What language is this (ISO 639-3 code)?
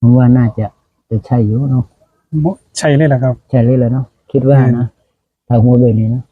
tts